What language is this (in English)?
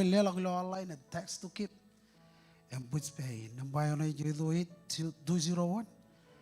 Marshallese